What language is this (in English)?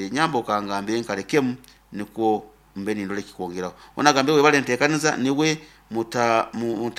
Nyankole